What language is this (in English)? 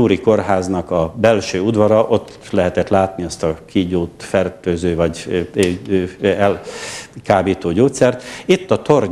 Hungarian